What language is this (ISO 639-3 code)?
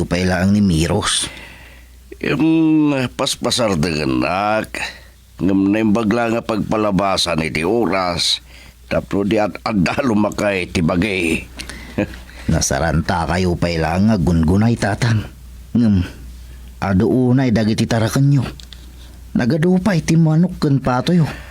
ilo